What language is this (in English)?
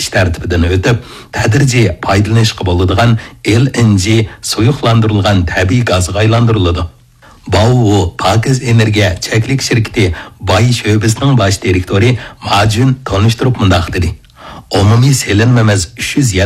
Uyghur